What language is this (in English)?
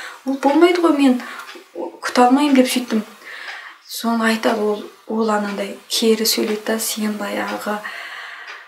Kazakh